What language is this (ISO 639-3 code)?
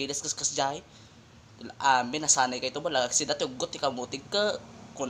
ilo